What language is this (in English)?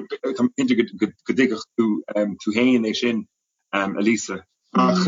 Irish